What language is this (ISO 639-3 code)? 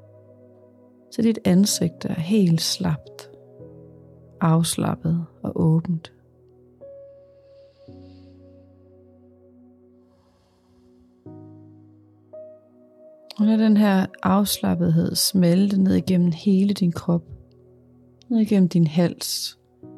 dan